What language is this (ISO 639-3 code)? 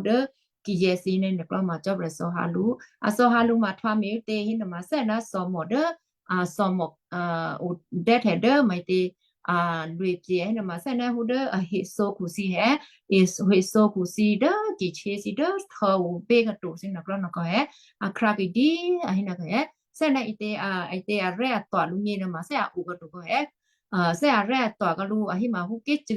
kyu